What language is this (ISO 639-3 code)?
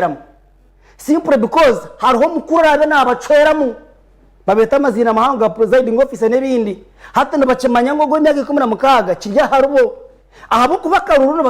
nyn